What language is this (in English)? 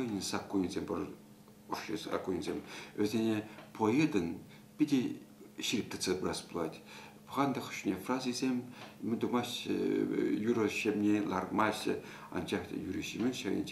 Chuvash